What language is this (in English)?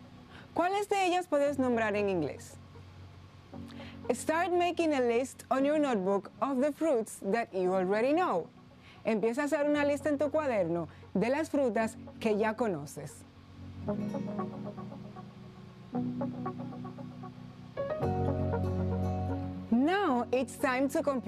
Spanish